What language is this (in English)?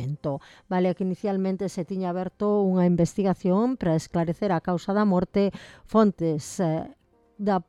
Galician